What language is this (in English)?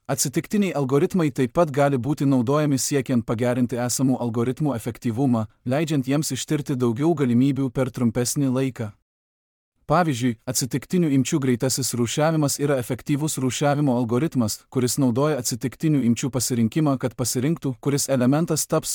Lithuanian